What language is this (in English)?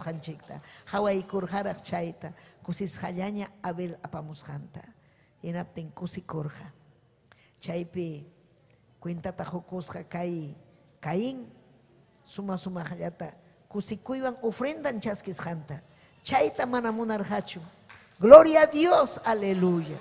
Ayacucho Quechua